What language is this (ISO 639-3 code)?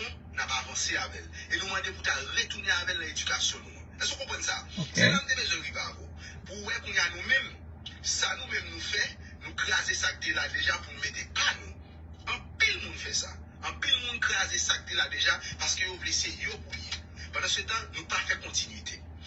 hat